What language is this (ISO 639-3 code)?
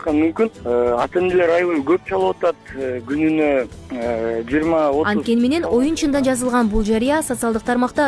kir